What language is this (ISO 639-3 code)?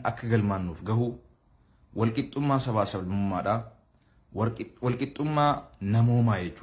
orm